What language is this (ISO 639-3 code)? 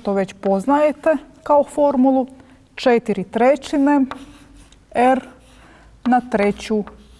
hrv